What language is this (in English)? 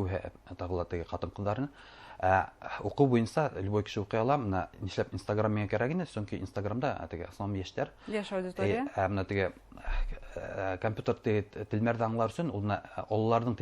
Bashkir